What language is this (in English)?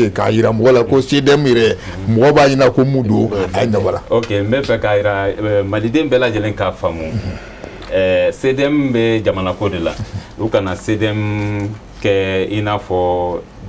Bambara